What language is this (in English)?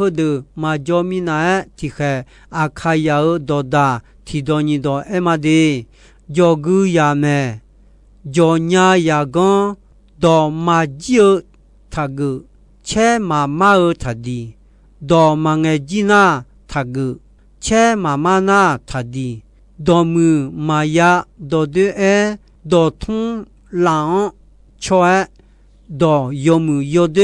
Akha